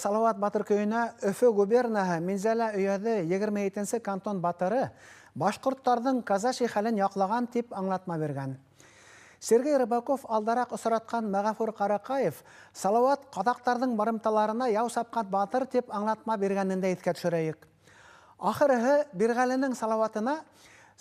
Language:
Bashkir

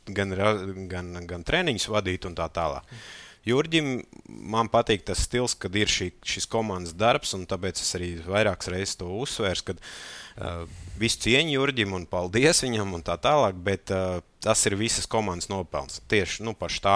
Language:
Latvian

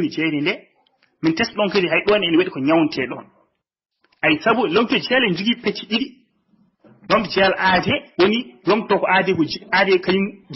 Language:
Fula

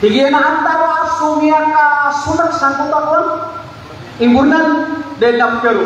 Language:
Maranao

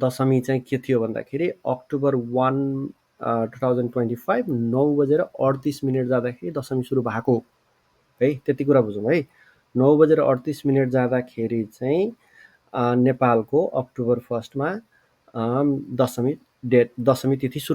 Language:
Nepali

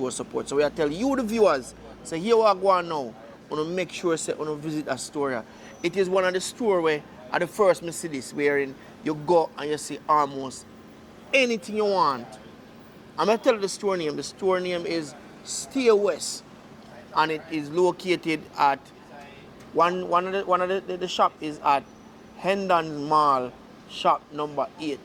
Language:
Jamaican Creole English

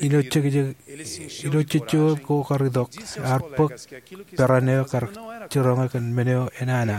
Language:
Marshallese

